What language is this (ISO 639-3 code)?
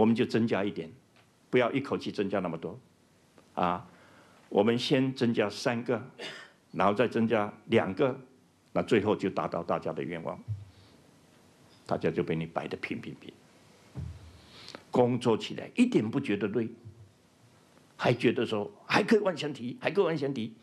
zho